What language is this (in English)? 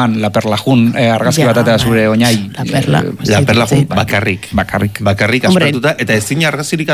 Basque